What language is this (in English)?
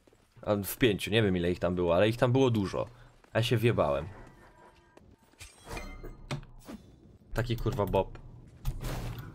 Polish